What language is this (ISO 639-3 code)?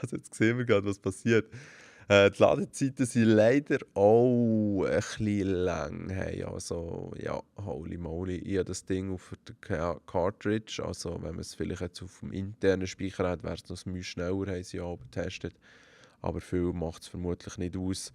gsw